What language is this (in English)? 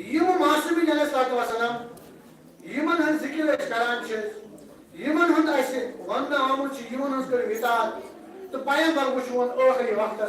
Kashmiri